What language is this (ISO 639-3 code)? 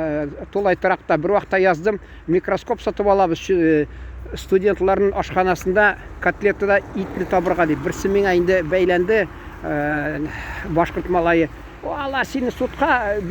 tat